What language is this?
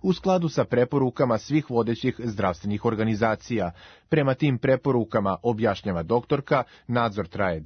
Serbian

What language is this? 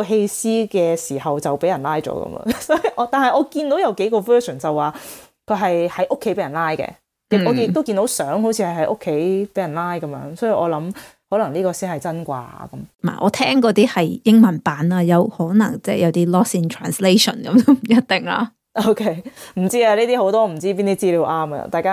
Cantonese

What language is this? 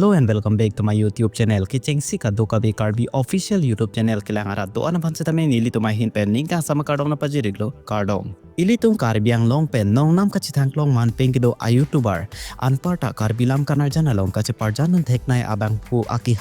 Karbi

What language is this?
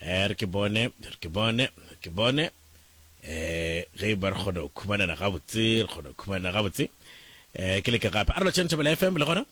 Northern Sotho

